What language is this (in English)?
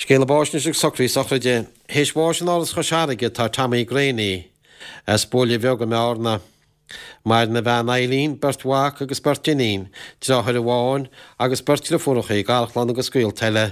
Irish